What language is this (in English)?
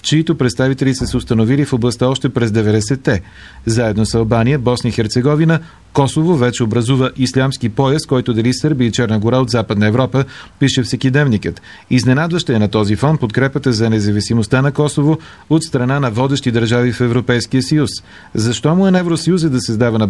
Bulgarian